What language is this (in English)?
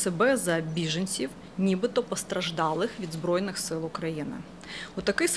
Ukrainian